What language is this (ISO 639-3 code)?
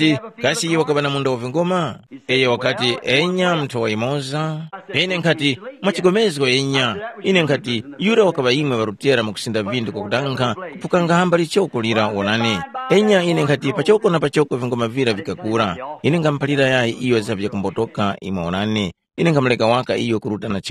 tum